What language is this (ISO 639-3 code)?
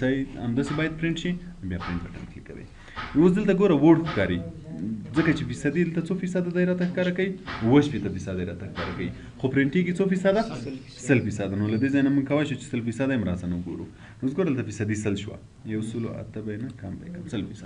pus